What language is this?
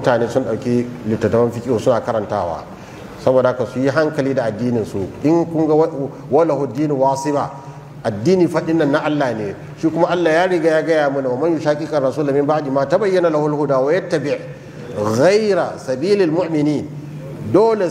Hausa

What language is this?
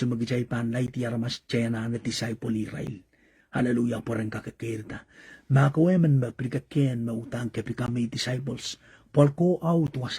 Pohnpeian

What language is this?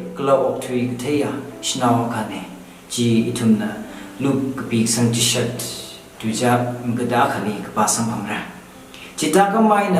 Tangkhul Naga (India)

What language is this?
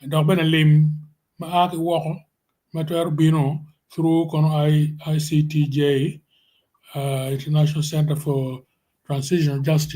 Acoli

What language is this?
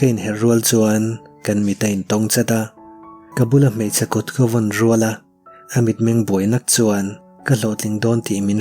Mizo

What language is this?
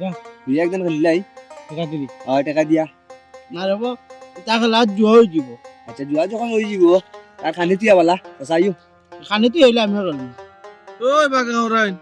Sylheti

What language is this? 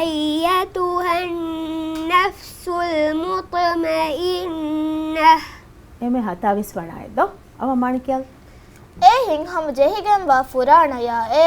Divehi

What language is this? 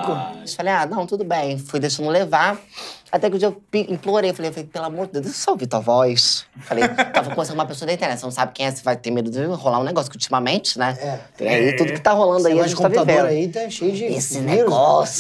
Portuguese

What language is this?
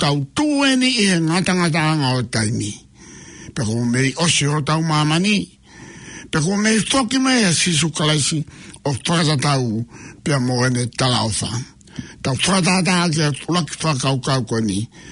Tongan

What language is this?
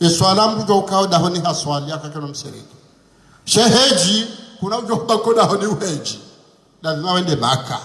Ngazidja Comorian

